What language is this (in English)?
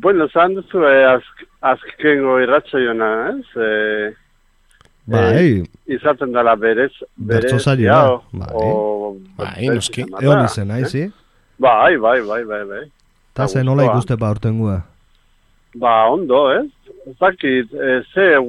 Basque